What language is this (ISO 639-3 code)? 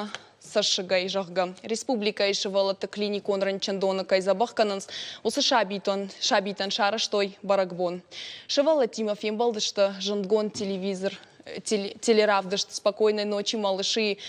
oss